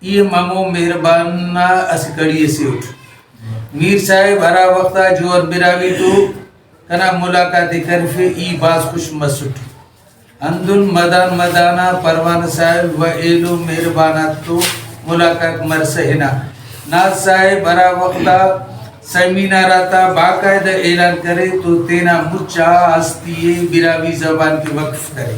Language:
Brahui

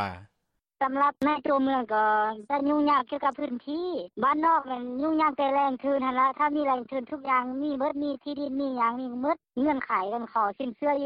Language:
Lao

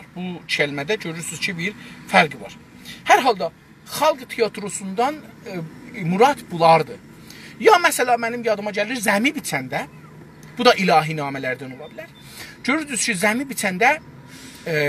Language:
South Azerbaijani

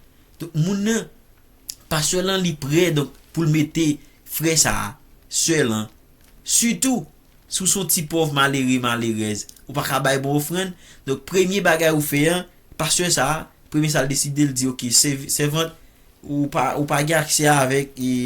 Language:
Haitian Creole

